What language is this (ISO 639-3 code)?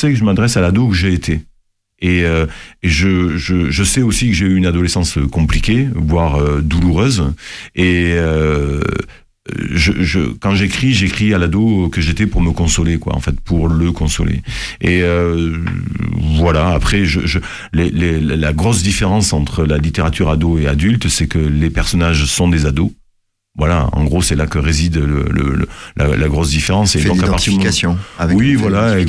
fra